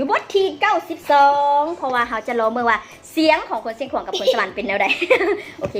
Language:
Lao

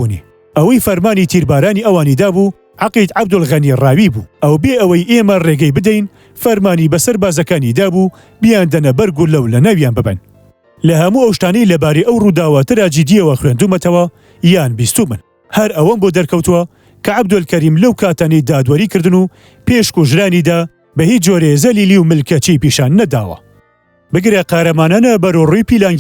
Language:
Central Kurdish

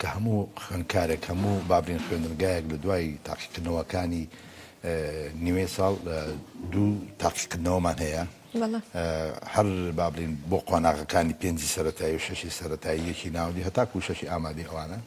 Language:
Central Kurdish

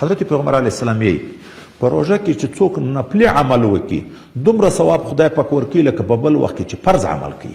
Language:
Pashto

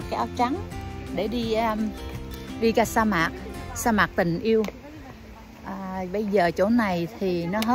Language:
Vietnamese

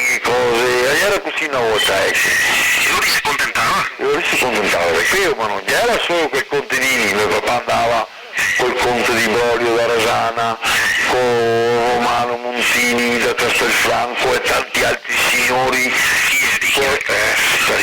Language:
Venetian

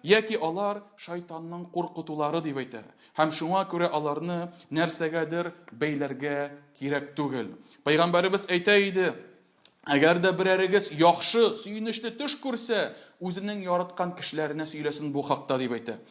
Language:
Tatar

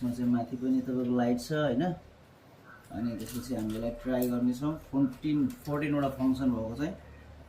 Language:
Nepali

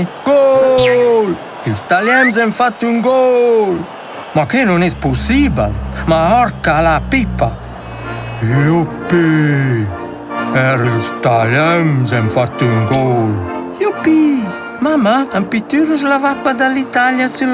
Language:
Romansh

